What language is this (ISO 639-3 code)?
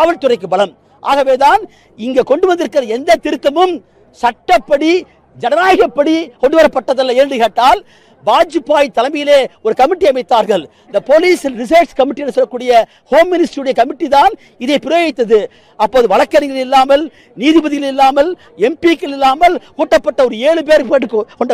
tam